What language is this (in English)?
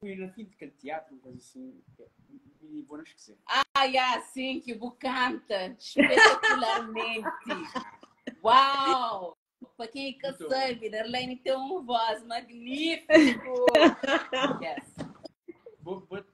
Kabuverdianu